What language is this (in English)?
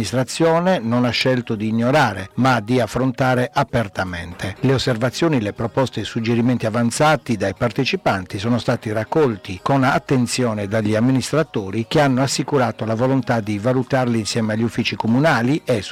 Italian